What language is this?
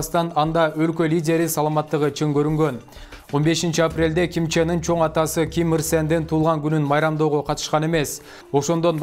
Kyrgyz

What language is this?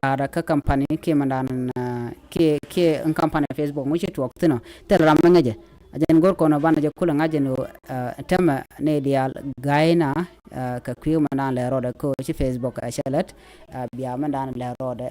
Nuer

